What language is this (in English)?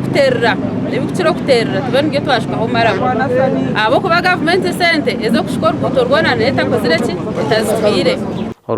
Nyankole